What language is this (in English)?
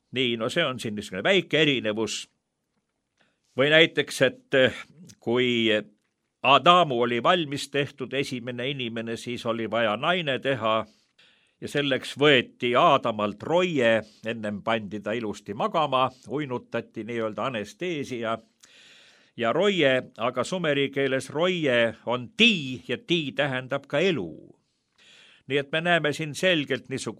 Estonian